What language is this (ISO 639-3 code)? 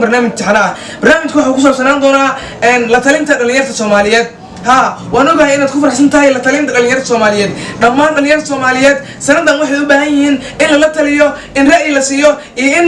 som